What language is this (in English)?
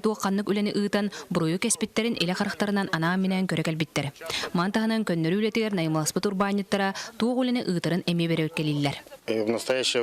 Yakut